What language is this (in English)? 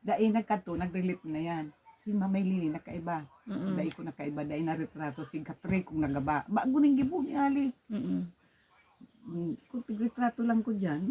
Bikol